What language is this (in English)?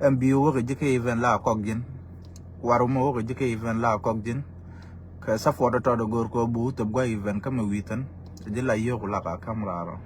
Nuer